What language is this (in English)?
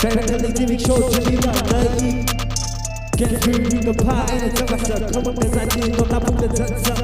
Tangkhul Naga (India)